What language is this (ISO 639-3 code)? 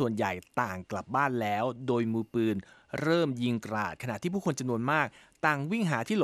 tha